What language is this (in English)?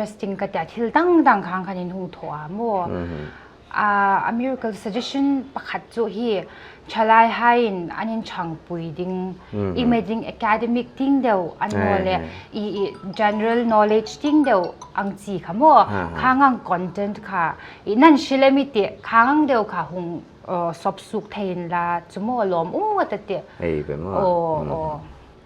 Paite Chin